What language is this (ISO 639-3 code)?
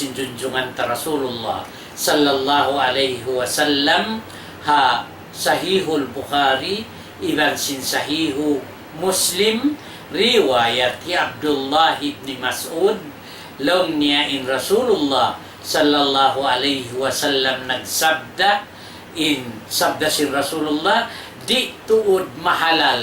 tsg